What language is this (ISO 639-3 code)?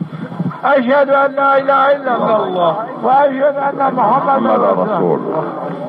zza